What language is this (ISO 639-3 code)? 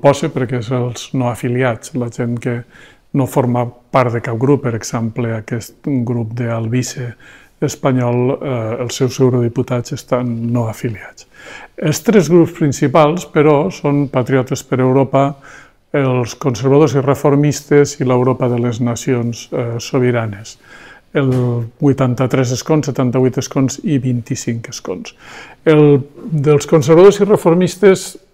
cat